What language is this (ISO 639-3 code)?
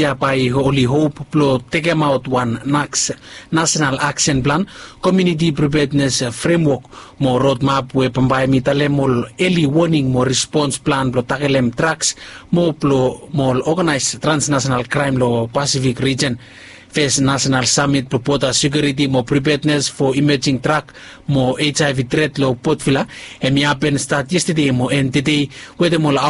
bis